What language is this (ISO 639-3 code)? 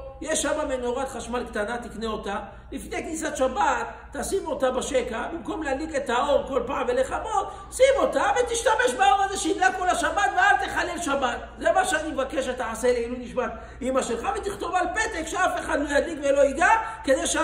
heb